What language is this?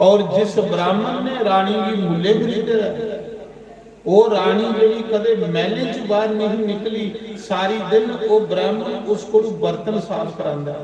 Dogri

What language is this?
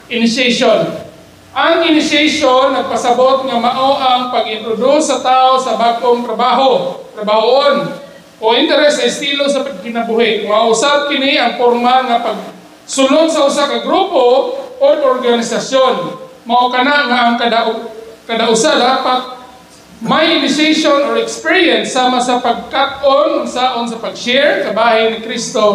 Cebuano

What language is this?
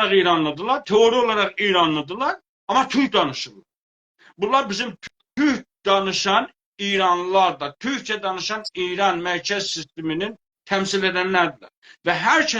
South Azerbaijani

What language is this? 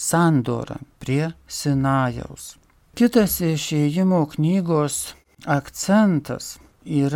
Lithuanian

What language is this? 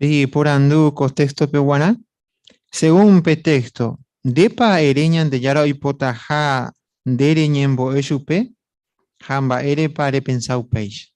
Guarani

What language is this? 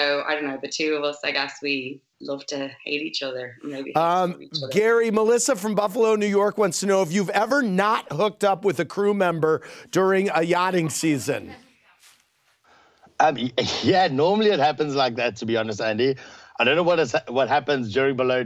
English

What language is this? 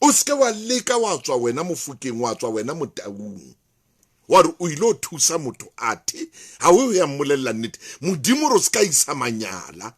Southern Sotho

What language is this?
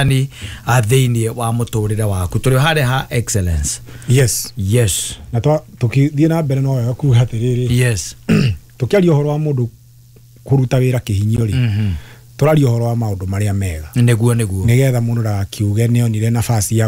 Kikuyu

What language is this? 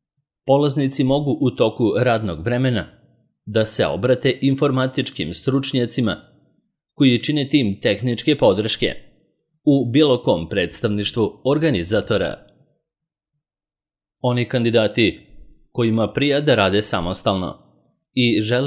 Serbian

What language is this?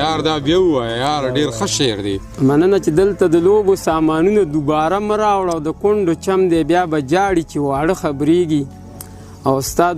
Pashto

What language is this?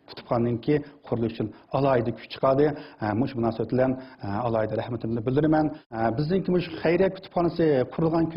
Uyghur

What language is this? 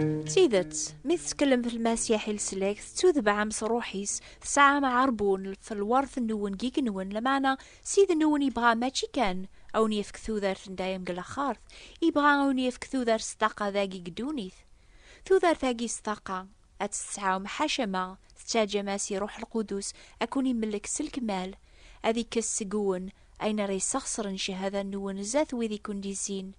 Kabyle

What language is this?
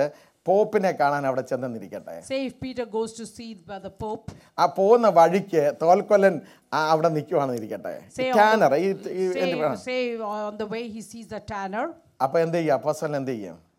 Malayalam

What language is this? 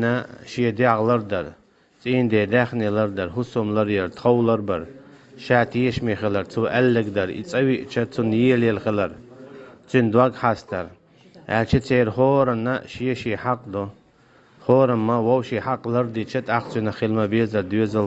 Chechen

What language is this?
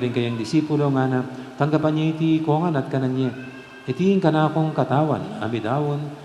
Pampanga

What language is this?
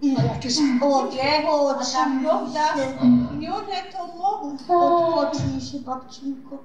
Silesian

